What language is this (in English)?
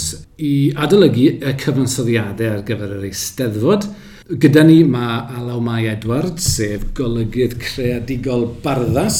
Welsh